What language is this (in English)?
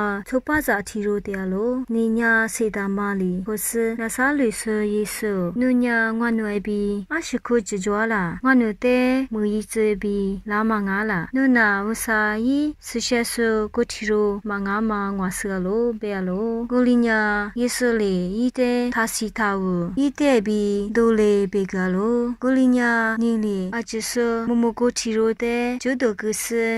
Lisu